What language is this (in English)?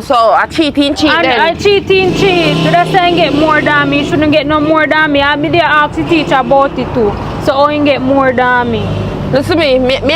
Jamaican Creole English